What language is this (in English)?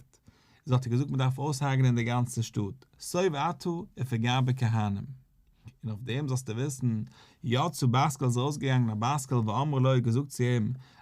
Yiddish